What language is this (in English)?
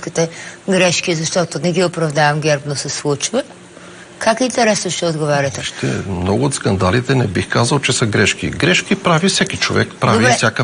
Bulgarian